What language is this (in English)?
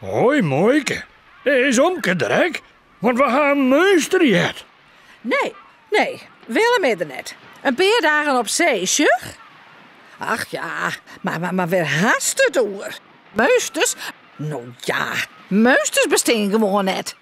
Western Frisian